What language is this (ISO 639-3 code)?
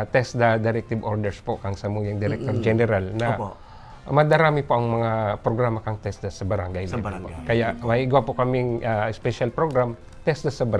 bik